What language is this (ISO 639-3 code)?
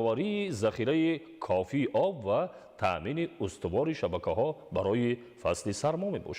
tgk